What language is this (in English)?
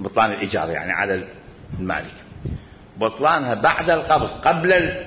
Mesopotamian Arabic